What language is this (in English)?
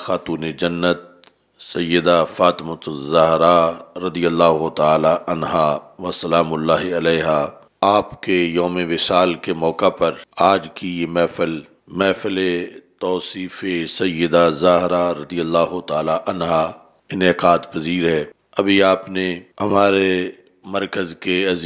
Urdu